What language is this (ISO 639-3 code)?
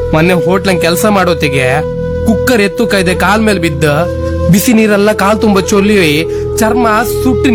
kan